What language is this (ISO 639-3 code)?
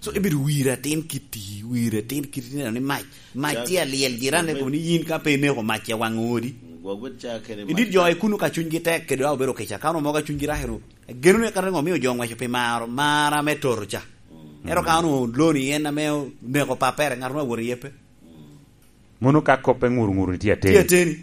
laj